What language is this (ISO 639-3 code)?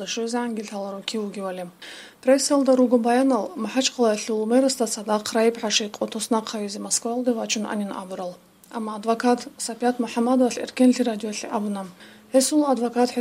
ava